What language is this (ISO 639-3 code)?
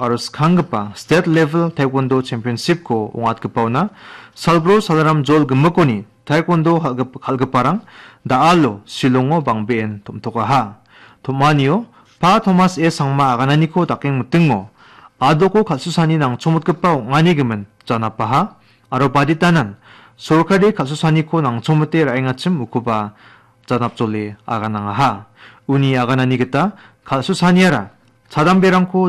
grt